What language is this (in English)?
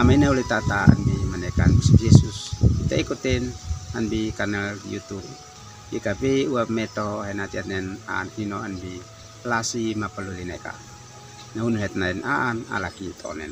Uab Meto